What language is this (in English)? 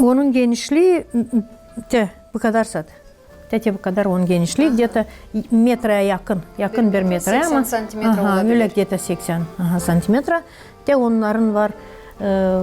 Gagauz